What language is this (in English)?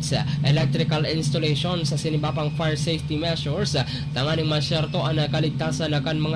Bikol